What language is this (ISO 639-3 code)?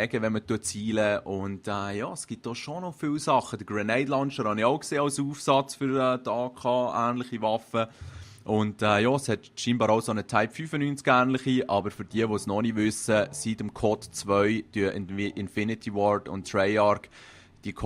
gsw